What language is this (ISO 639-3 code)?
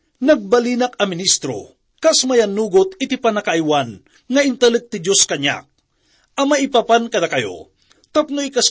ilo